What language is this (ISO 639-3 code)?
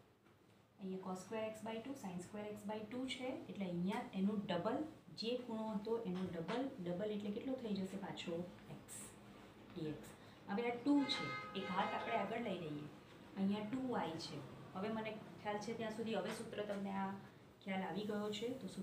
guj